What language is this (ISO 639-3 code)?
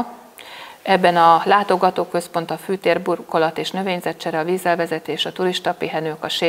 hun